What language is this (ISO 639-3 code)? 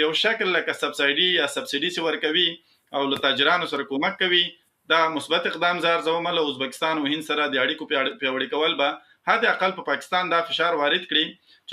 pus